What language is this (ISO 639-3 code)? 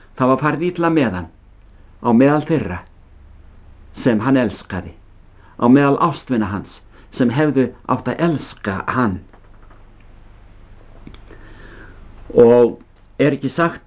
isl